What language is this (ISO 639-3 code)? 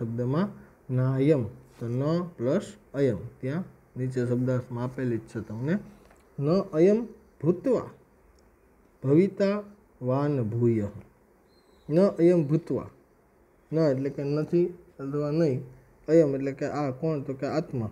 guj